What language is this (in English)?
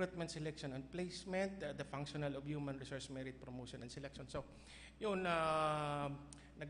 Bikol